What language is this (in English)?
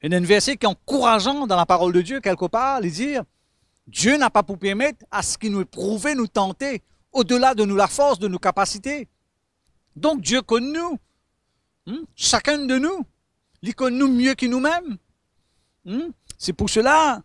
Morisyen